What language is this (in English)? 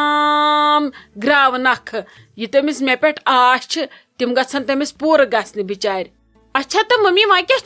Kashmiri